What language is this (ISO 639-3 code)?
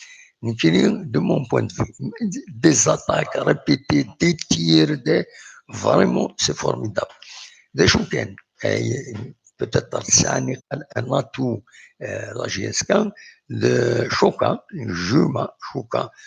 kab